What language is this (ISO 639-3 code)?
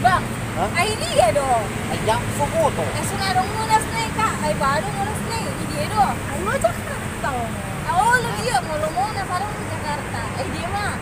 bbc